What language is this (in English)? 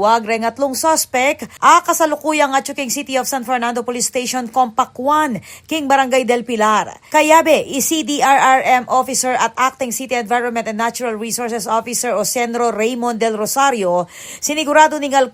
Pampanga